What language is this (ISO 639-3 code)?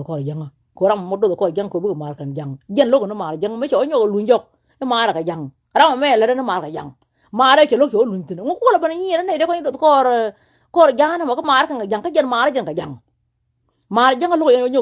nus